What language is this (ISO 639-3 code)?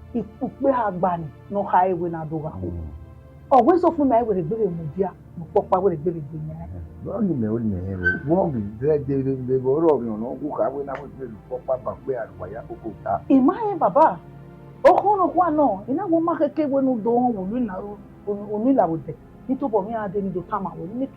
bin